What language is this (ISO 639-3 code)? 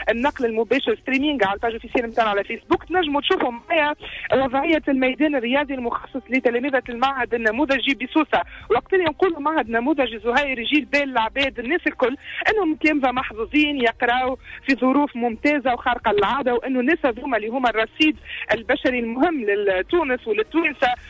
aeb